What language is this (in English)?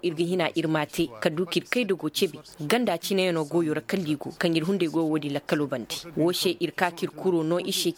Koyraboro Senni